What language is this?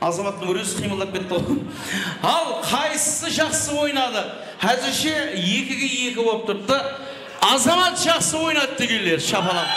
Kara-Kalpak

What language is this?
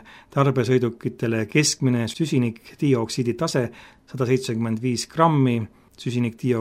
Estonian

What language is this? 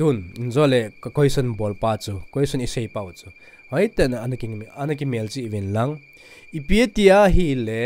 Thado Chin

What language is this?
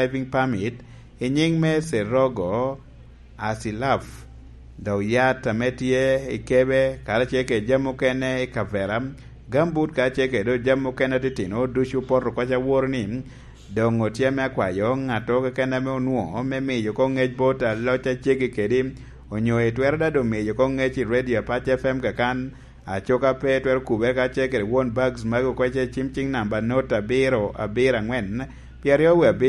Lango (Uganda)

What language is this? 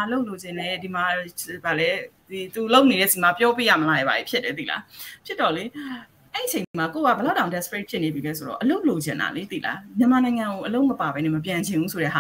Burmese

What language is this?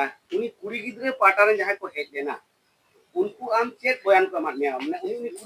Santali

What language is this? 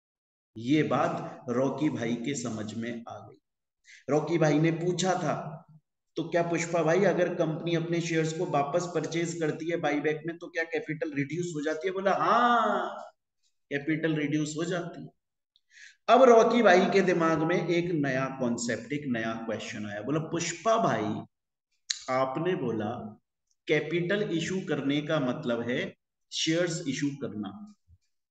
Hindi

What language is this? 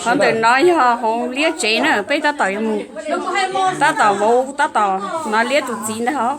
Hmong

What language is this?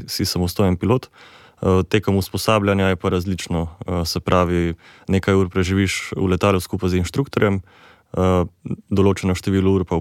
Slovenian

